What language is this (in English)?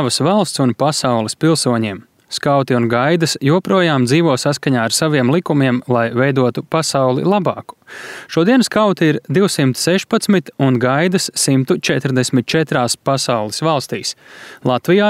Latvian